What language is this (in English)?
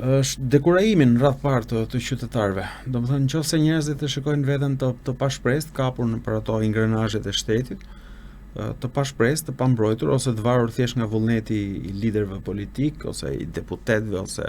Albanian